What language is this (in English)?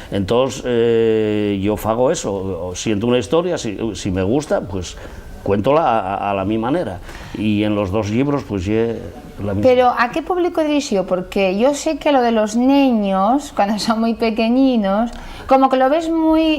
Asturian